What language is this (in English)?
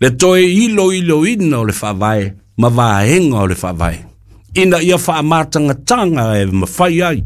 Samoan